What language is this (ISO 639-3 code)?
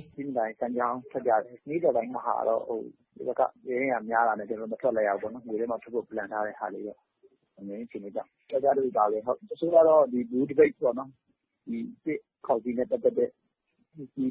mya